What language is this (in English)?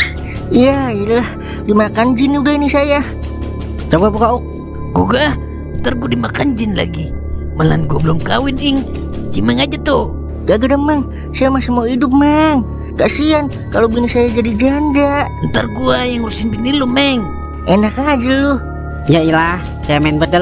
Betawi